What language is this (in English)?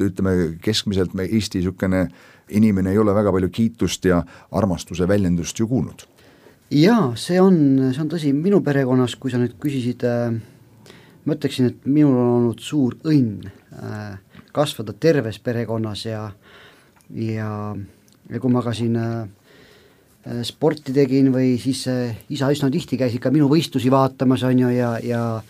Estonian